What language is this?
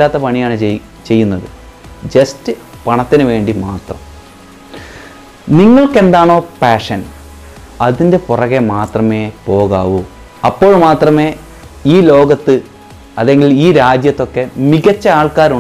Malayalam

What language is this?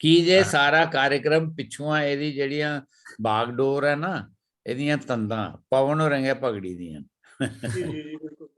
Dogri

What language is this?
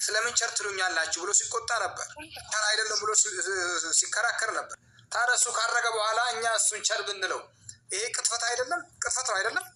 Amharic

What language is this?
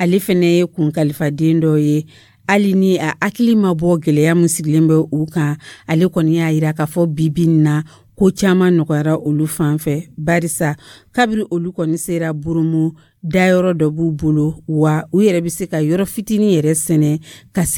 Dyula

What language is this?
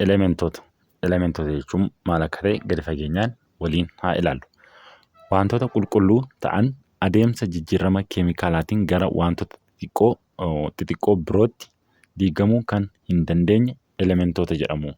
Oromo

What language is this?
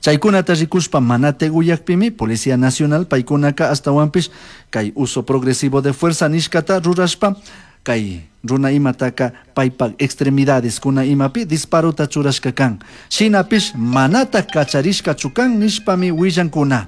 Chimborazo Highland Quichua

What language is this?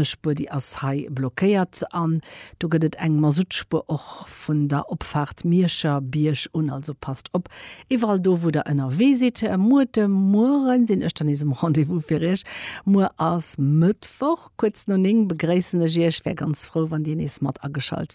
Luxembourgish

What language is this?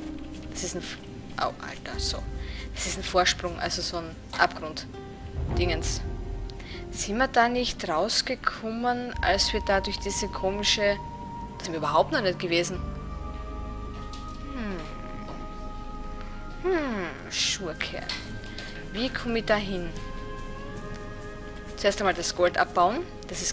German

